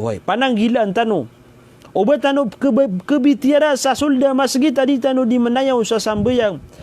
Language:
Maranao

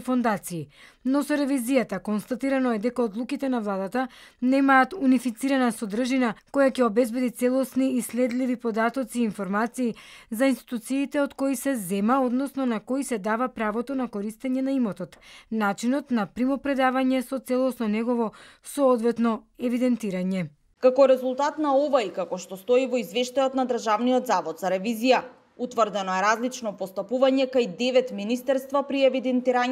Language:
Macedonian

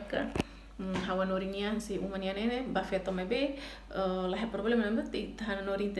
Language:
Tetum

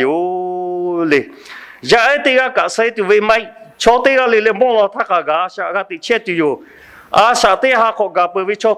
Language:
Lahu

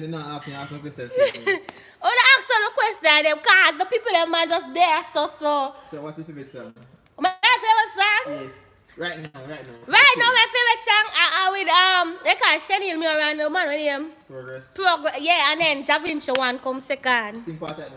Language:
Jamaican Creole English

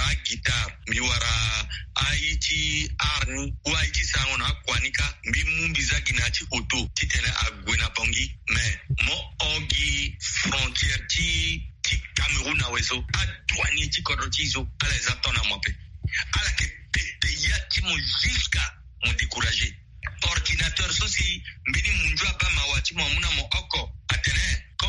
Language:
Sango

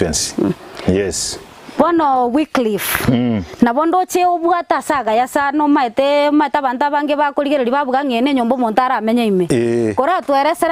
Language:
Gusii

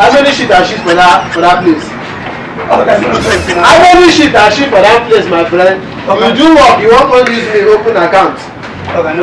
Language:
Nigerian Pidgin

